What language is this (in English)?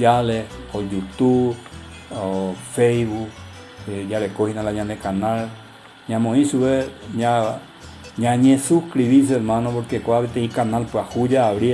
Guarani